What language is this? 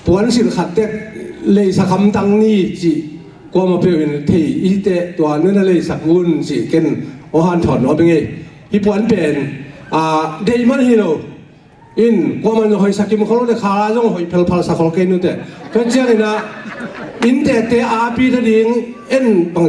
Tedim Chin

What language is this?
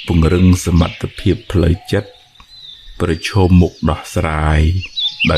Khmer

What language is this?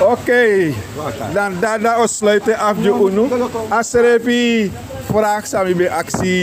Sranan Tongo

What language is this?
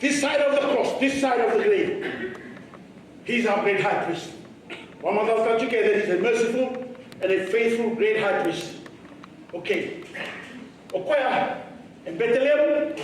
Fijian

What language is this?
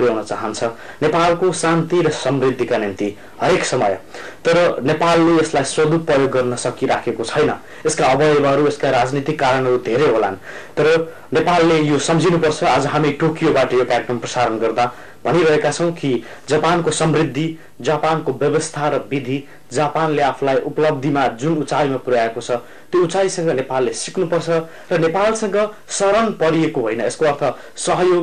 Nepali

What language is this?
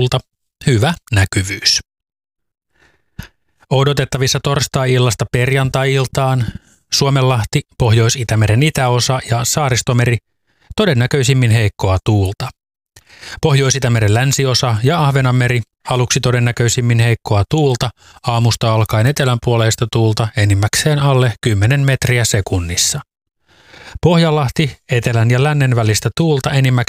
Finnish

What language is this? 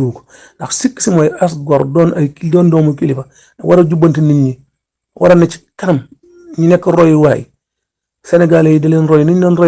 Wolof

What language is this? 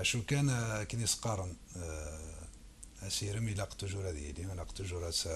Kabyle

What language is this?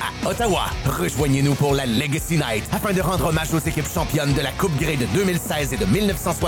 French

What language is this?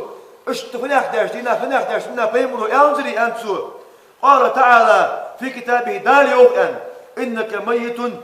Ingush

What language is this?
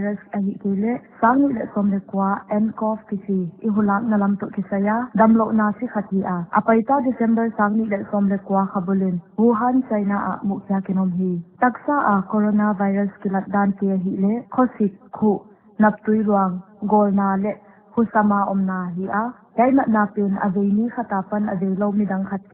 Paite Chin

